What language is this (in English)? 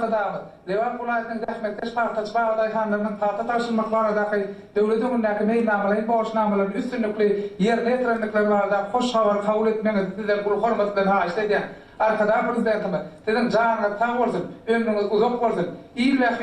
Turkmen